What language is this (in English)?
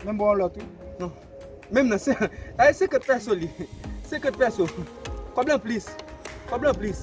Haitian Creole